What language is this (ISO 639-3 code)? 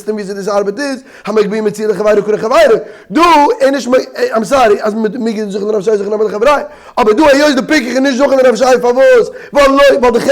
yid